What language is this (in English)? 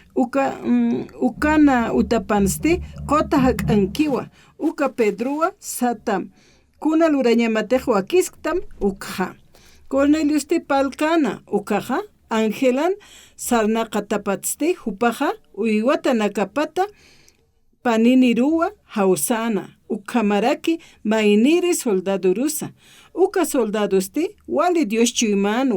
Aymara